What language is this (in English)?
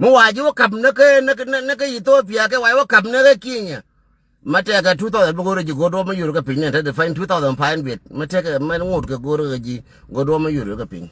Nuer